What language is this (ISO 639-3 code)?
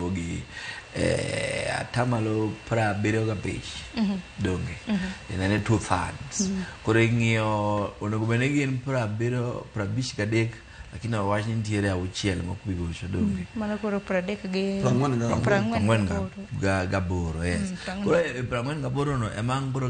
luo